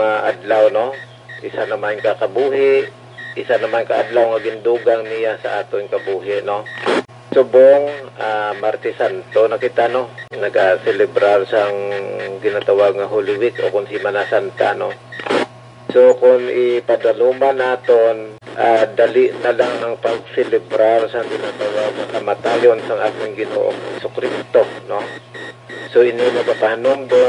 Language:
Hiligaynon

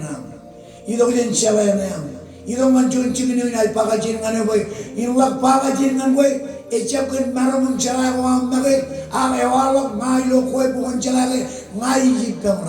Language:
Marshallese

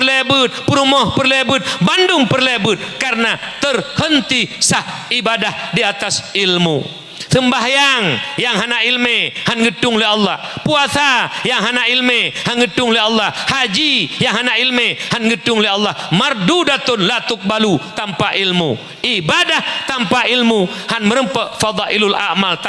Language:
Achinese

